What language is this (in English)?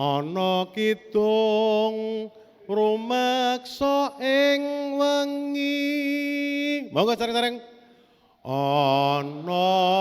Javanese